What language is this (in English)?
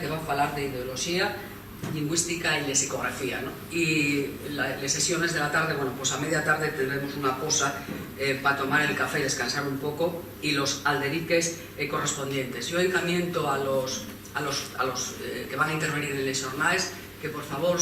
Asturian